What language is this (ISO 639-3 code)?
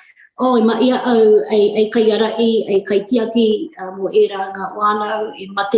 mri